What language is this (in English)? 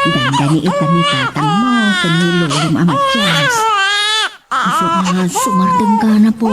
Iloko